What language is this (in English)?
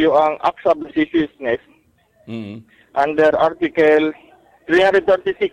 Bikol